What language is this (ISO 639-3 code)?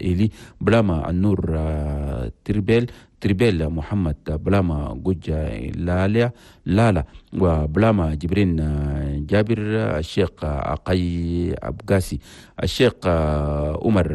shu